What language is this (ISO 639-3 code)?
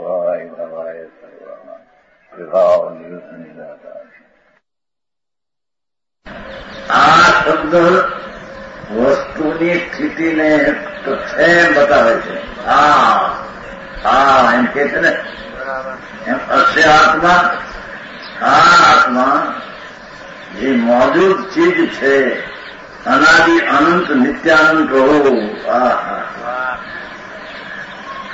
guj